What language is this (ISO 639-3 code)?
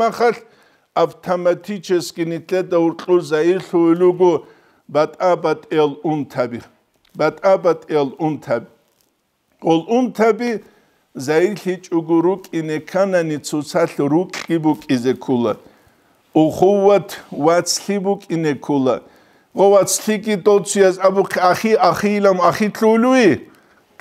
ava